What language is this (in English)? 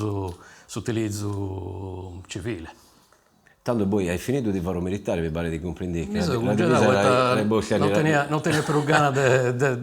Sardinian